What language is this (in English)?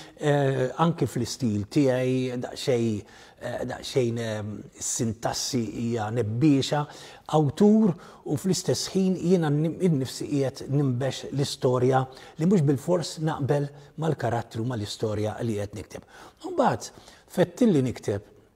Maltese